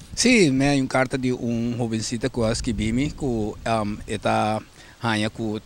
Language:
Papiamento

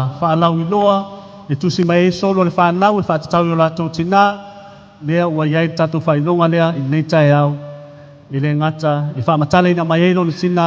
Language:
Samoan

